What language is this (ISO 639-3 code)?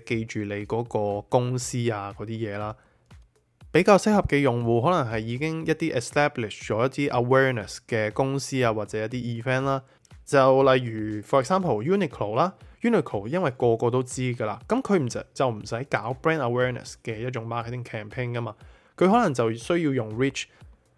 yue